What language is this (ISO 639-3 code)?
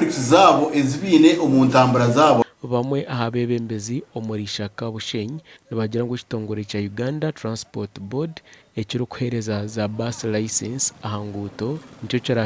nyn